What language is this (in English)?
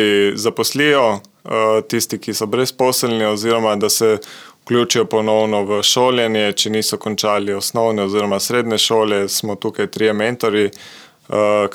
Slovenian